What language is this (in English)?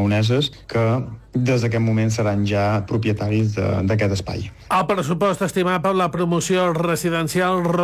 Catalan